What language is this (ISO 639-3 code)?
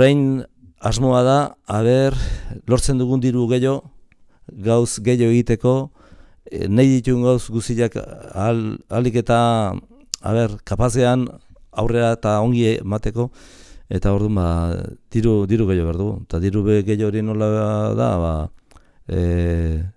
eus